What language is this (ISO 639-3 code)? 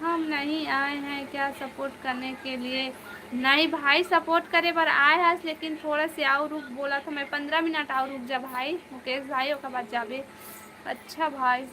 hne